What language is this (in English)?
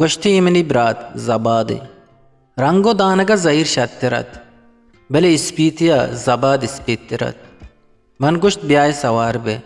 Eastern Balochi